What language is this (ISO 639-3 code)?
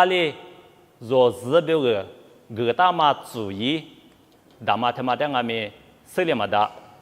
lis